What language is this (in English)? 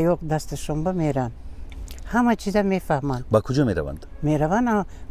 Tajik